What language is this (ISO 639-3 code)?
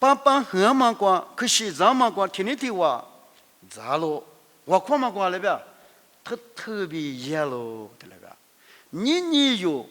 lis